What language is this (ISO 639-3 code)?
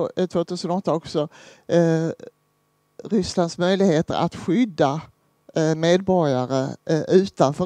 swe